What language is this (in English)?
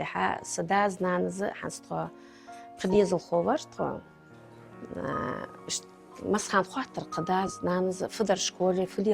Ingush